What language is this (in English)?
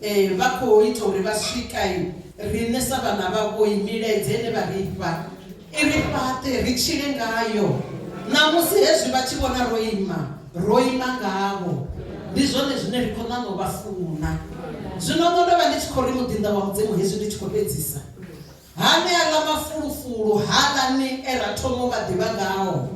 Venda